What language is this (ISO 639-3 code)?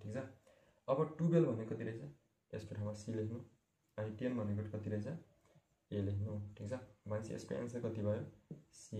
nep